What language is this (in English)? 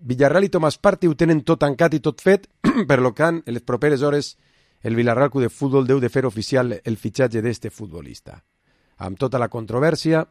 Catalan